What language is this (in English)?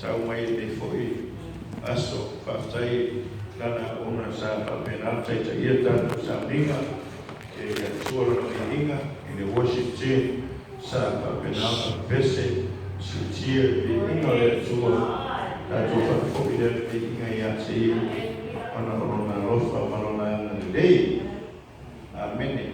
Samoan